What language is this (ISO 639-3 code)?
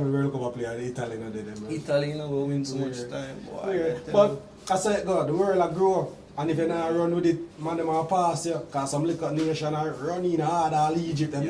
jam